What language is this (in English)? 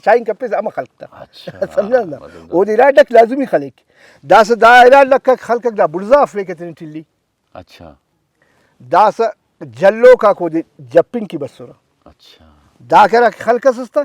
Brahui